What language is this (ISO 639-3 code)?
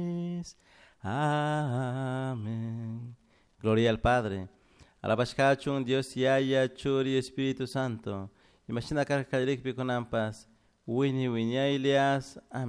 qug